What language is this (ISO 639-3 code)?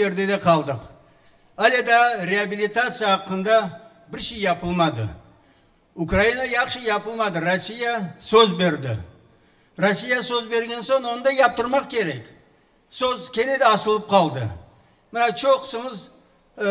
crh